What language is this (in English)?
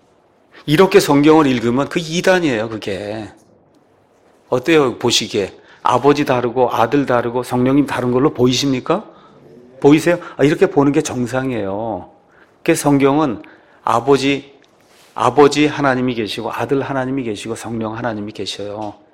Korean